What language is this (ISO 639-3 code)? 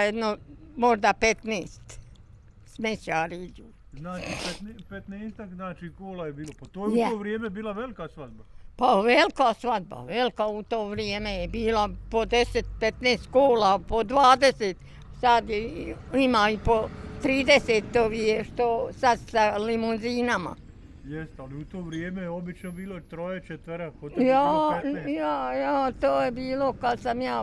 bos